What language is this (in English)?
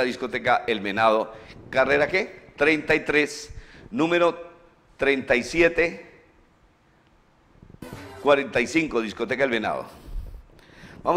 Spanish